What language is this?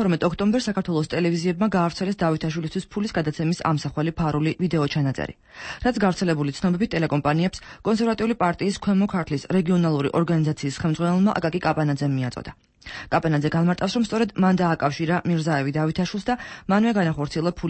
Georgian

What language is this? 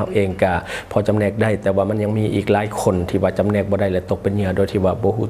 Lao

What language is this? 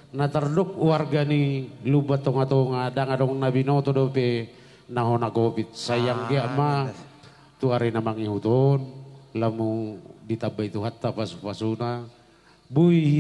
Batak Toba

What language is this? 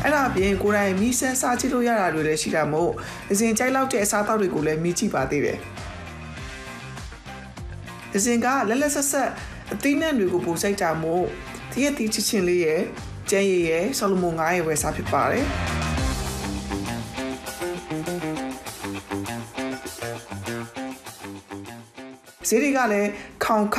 Burmese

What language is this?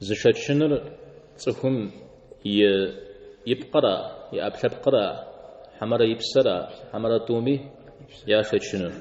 Kabardian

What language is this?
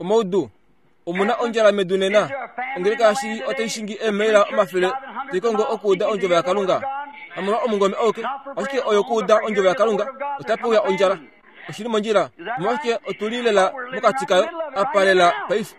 Kuanyama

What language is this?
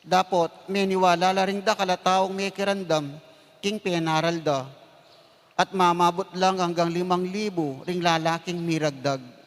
Pampanga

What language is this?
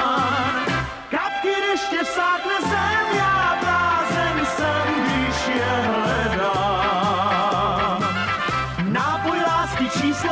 Czech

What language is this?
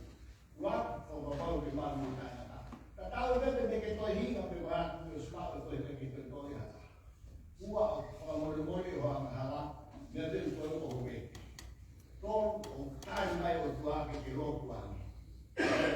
Tongan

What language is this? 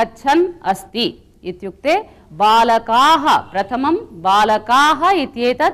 Sanskrit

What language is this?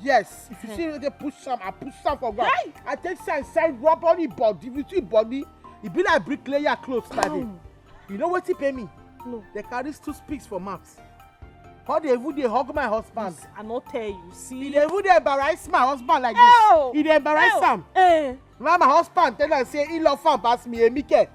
Nigerian Pidgin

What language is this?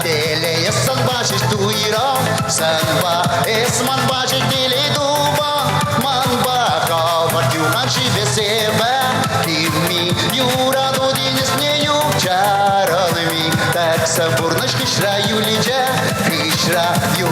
Chuvash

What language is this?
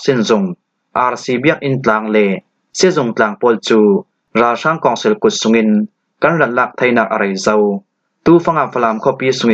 Falam Chin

